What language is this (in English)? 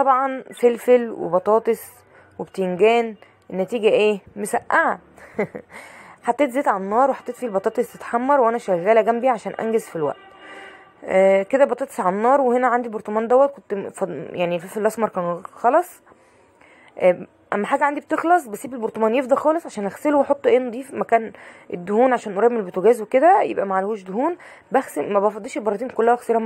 Egyptian Arabic